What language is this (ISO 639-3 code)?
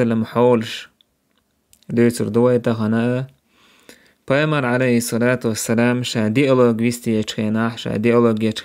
che